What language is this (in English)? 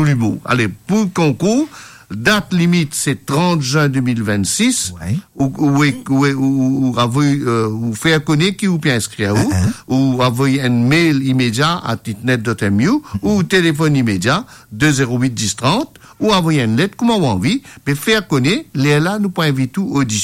Morisyen